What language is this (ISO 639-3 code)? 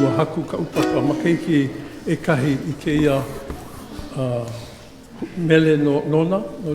haw